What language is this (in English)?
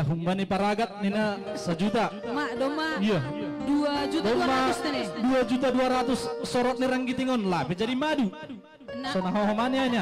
Batak Simalungun